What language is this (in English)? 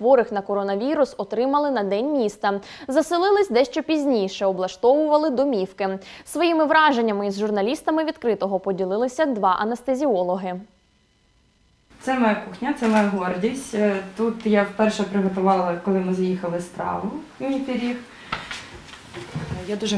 Ukrainian